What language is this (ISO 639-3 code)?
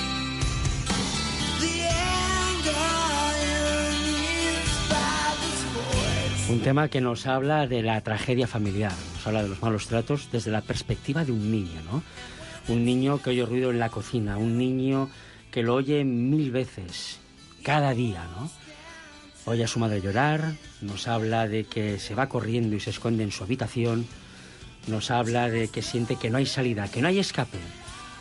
spa